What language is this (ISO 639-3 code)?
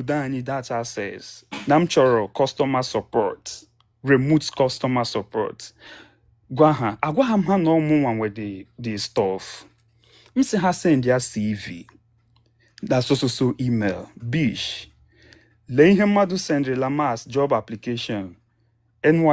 ibo